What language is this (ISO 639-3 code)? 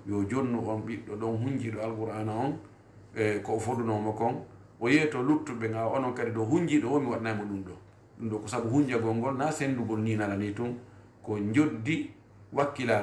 ful